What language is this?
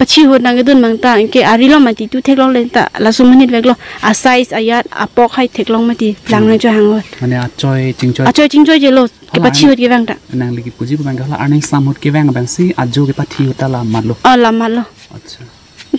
Karbi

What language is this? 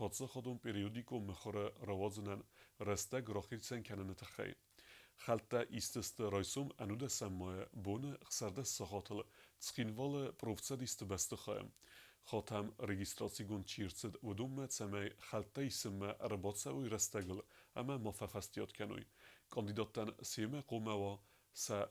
Ossetic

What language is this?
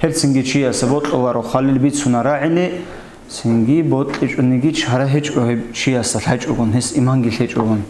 Avaric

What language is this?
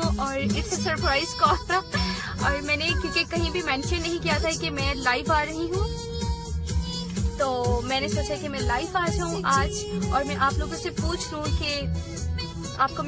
Hindi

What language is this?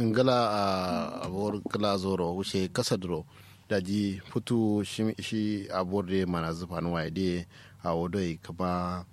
Kanuri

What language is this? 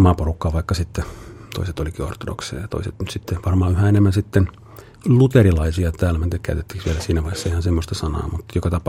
Finnish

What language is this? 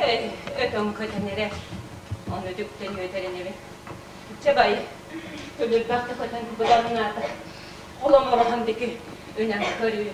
Yakut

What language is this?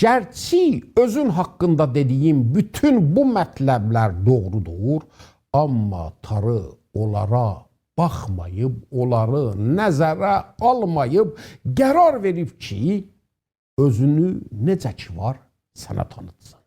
South Azerbaijani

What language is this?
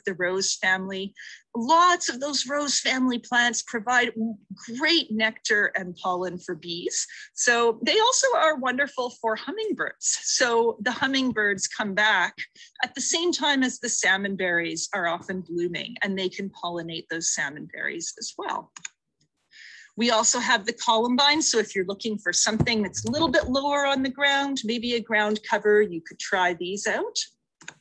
English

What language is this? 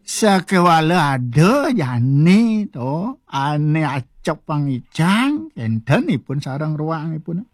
Balinese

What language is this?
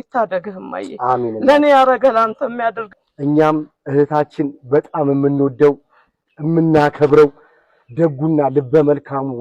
Amharic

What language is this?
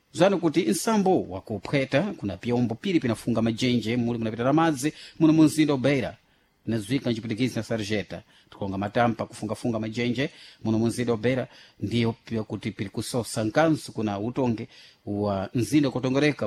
Sena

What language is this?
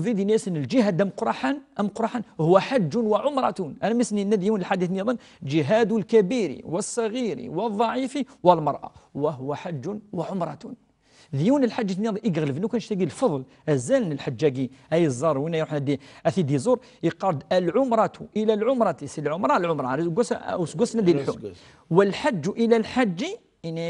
Kabyle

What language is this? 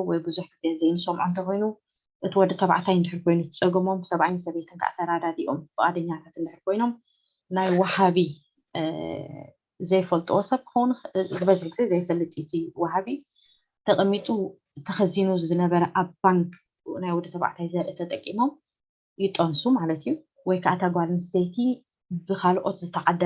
Tigrinya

